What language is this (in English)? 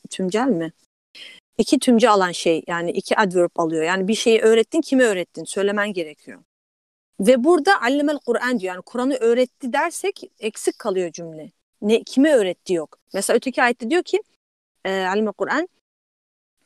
Turkish